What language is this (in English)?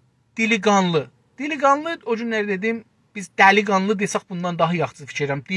South Azerbaijani